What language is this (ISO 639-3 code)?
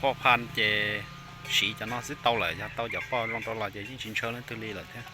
hmn